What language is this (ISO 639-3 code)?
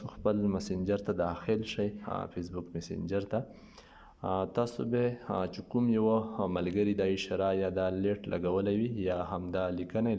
pus